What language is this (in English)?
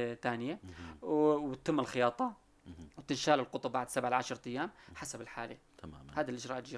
North Levantine Arabic